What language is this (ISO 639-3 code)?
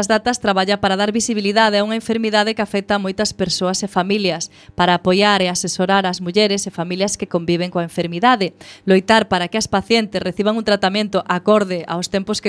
glg